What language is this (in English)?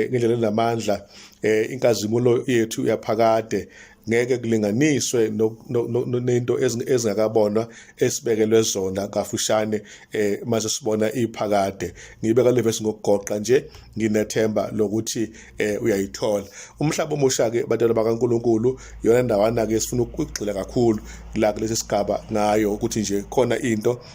Zulu